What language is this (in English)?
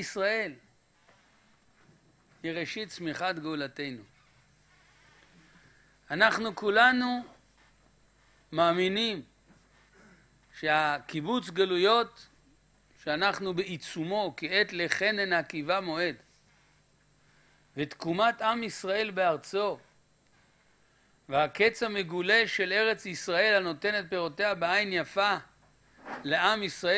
Hebrew